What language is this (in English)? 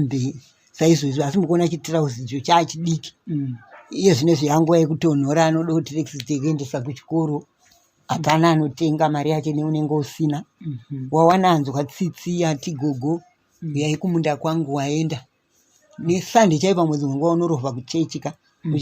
Shona